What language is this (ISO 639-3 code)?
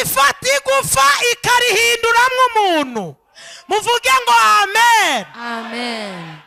kin